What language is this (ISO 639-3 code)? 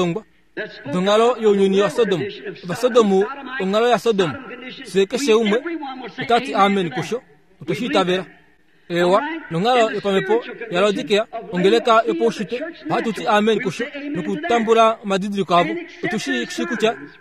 kua